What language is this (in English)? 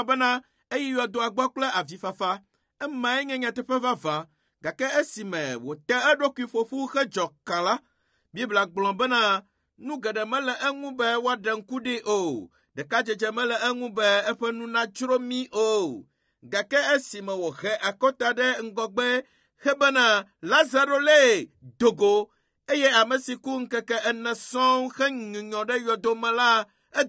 Ewe